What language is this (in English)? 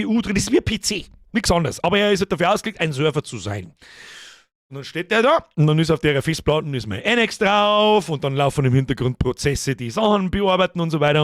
Bavarian